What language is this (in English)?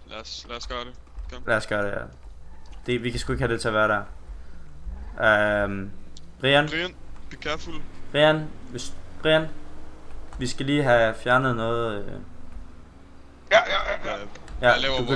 Danish